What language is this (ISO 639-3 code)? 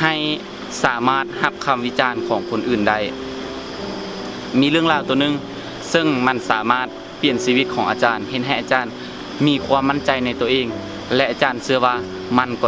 lao